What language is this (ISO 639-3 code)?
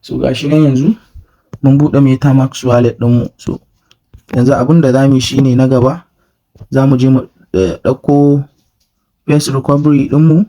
hau